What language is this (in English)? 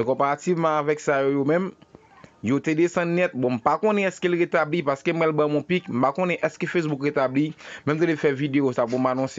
Haitian Creole